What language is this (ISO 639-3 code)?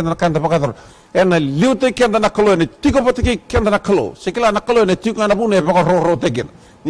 fij